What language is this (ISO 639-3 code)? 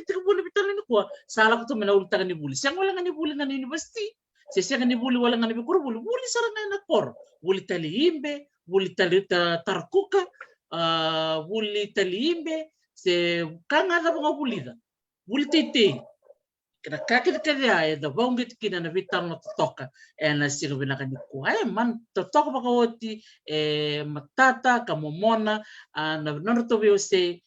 fij